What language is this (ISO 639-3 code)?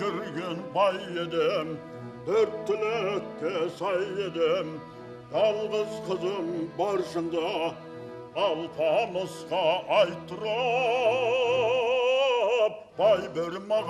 kaa